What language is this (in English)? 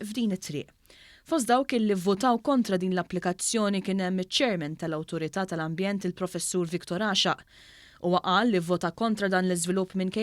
Maltese